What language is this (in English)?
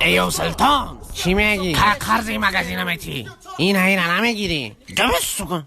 Tajik